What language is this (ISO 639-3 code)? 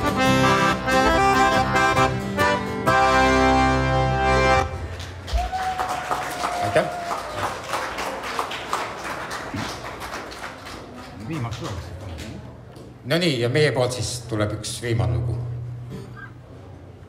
est